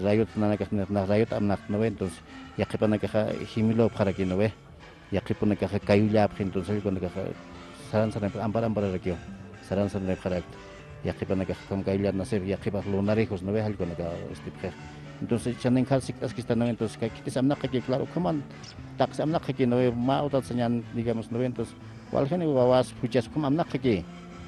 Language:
Aymara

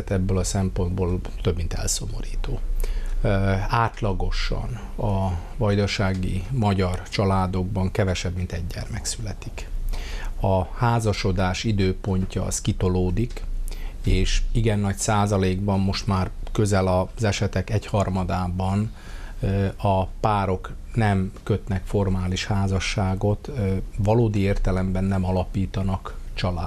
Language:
Hungarian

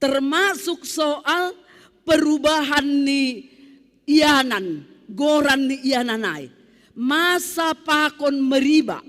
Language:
Batak Simalungun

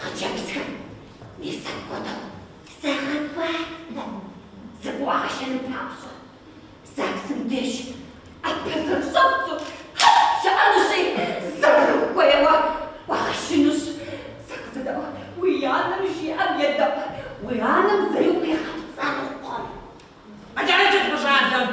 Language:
Kabardian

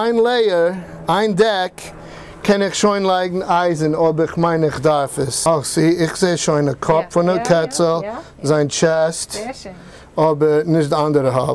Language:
Yiddish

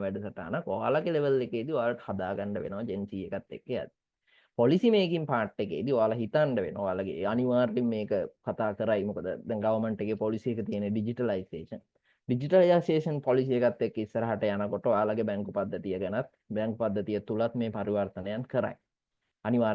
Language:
Sinhala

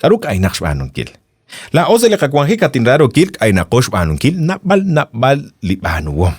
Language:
Kekchí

